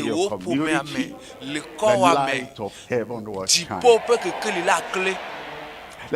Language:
Ewe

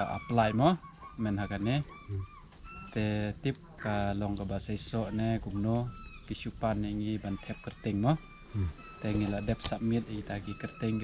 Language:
Khasi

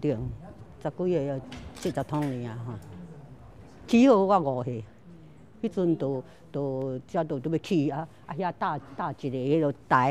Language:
Chinese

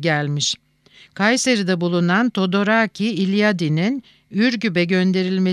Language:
Turkish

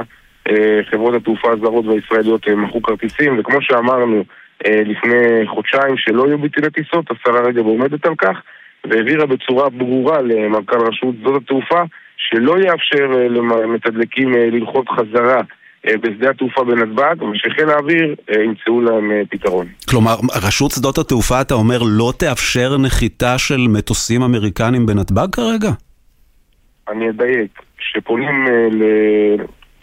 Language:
Hebrew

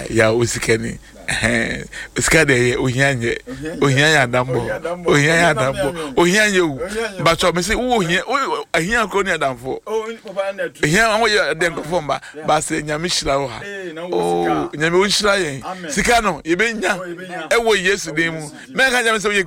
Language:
Akan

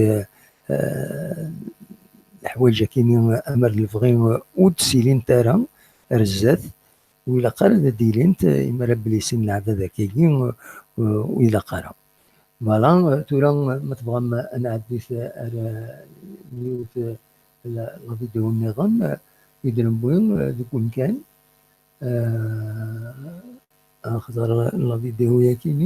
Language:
Kabyle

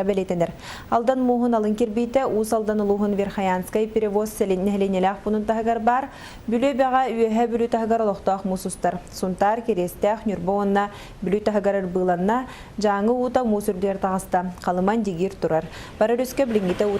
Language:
Yakut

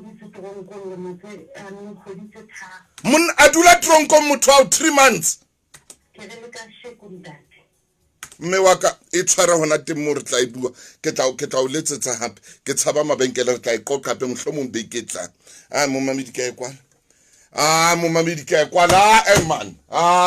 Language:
Southern Sotho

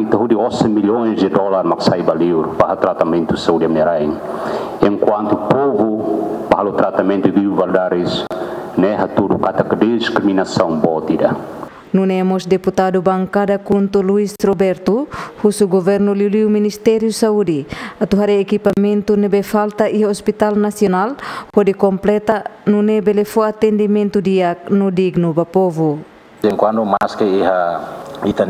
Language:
Tetum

